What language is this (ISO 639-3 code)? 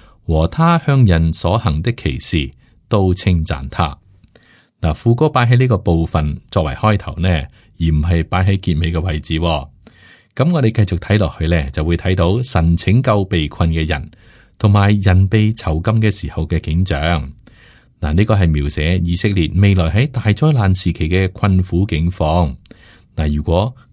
yue